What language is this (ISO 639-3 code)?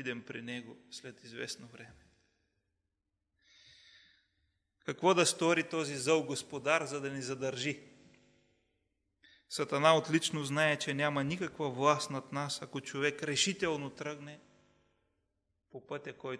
bul